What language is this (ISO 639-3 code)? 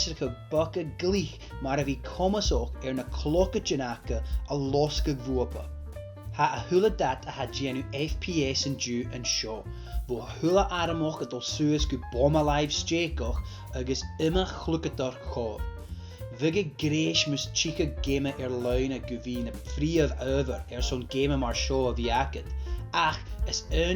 gla